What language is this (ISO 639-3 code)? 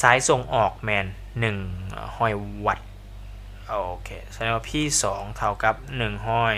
lao